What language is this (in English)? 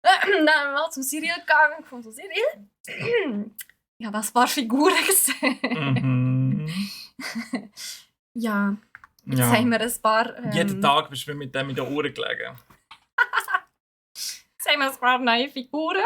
Swiss German